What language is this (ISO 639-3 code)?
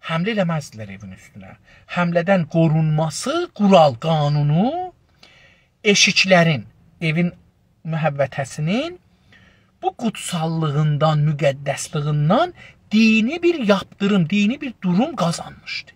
azb